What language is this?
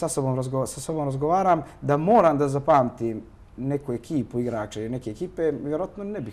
Croatian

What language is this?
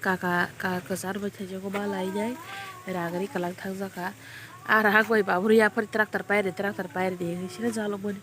Kok Borok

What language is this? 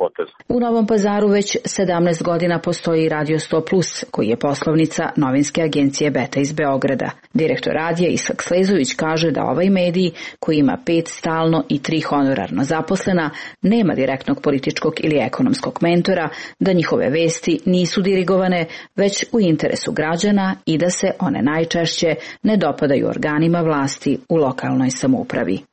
Serbian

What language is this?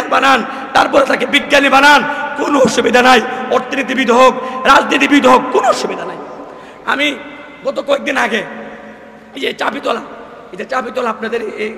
Bangla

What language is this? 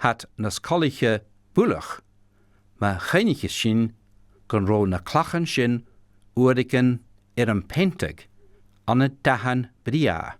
Scottish Gaelic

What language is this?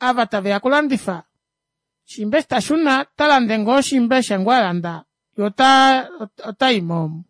Kuanyama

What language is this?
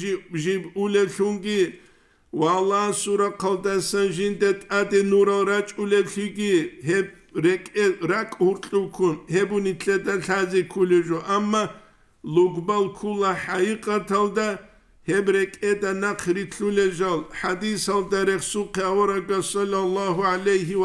Avaric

